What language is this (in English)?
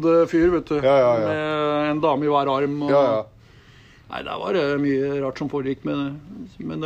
Norwegian